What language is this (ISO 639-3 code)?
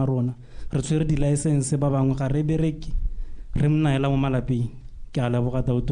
tsn